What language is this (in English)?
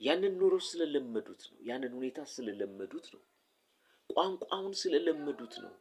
Amharic